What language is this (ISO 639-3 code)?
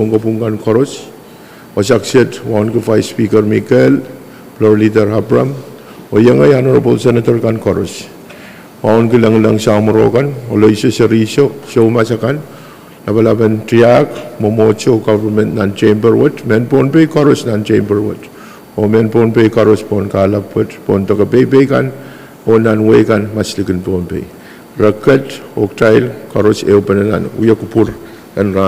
pon